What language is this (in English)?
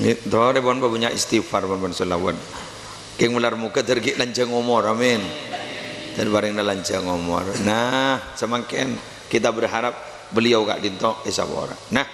Madurese